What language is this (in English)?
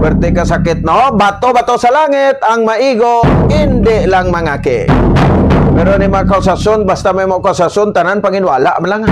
Hiligaynon